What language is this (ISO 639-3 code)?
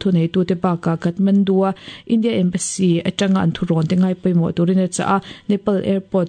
lus